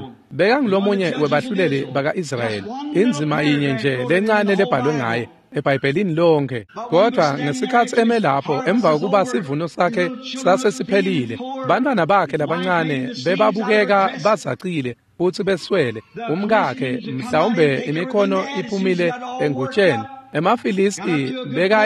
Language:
Swati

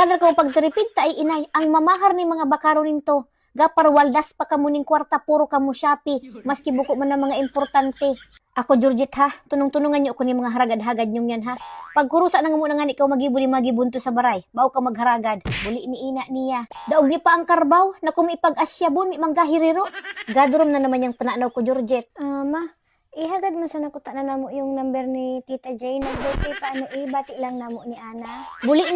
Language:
Bikol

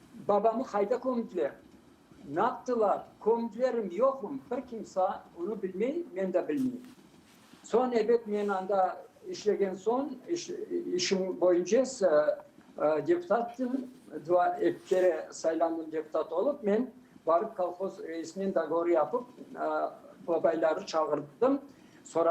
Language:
Crimean Tatar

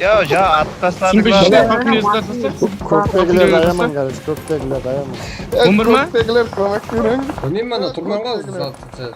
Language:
Kara-Kalpak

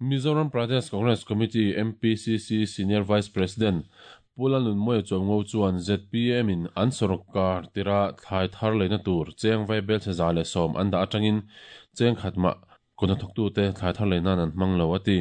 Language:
Mizo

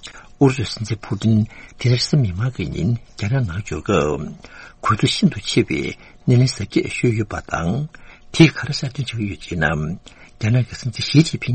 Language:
Tibetan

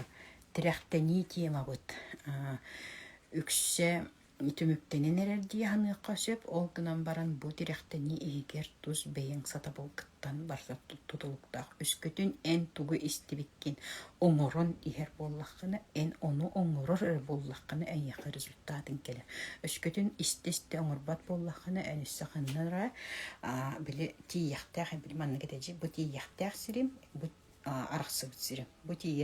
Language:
Yakut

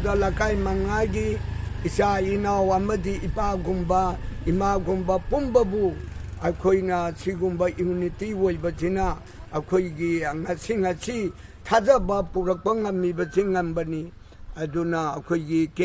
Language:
Manipuri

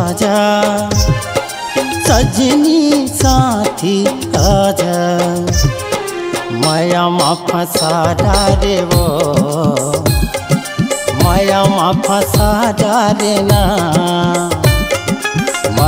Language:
Chhattisgarhi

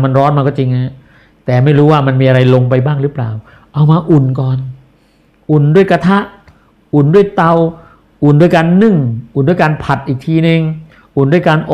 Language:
Thai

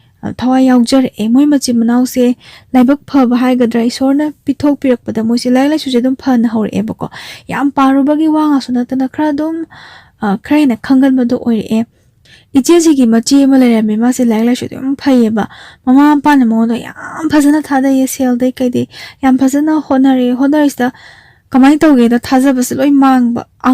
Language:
Manipuri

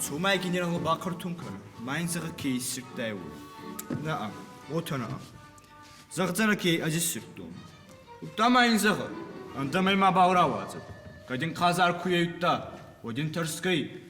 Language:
Ossetic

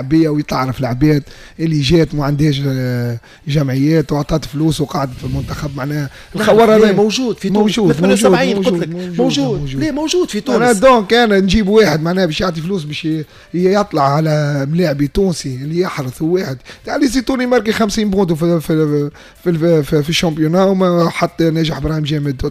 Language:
Tunisian Arabic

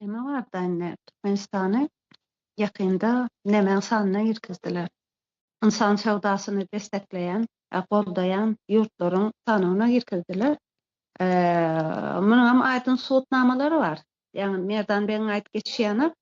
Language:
Turkmen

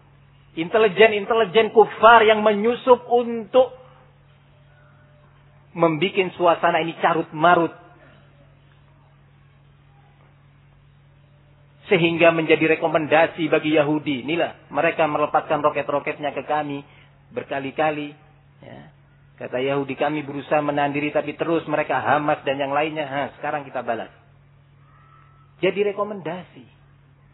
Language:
Indonesian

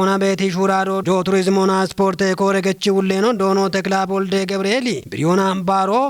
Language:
Kafa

